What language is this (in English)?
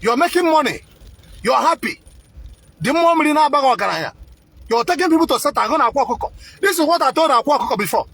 Igbo